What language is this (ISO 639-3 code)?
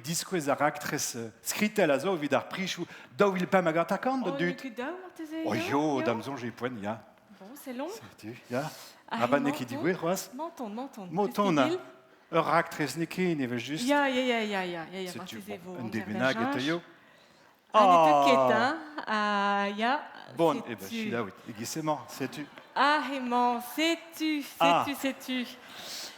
bre